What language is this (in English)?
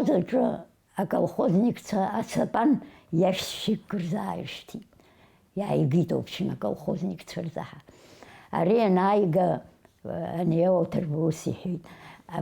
Abkhazian